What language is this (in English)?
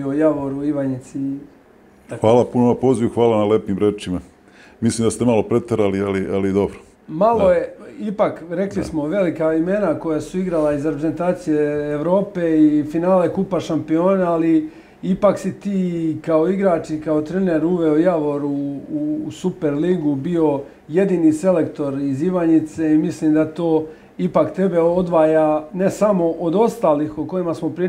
Serbian